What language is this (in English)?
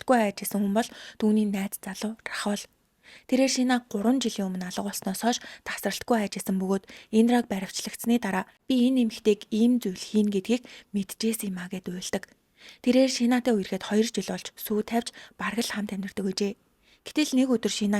Mongolian